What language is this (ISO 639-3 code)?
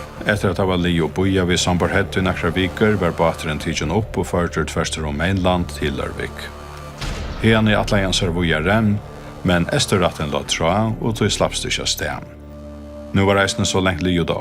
fao